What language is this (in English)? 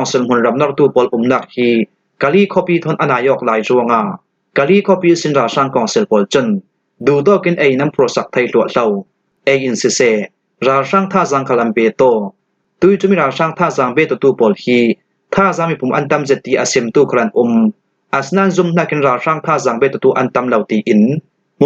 Falam Chin